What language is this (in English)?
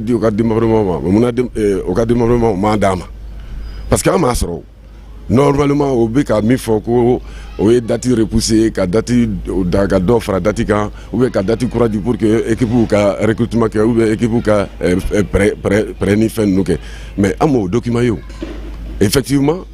Bambara